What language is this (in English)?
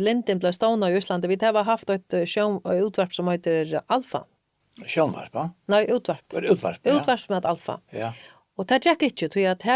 Faroese